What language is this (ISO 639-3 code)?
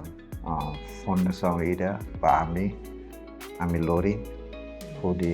tet